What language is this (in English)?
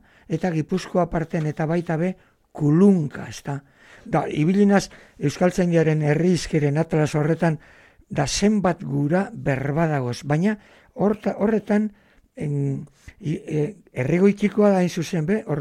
Basque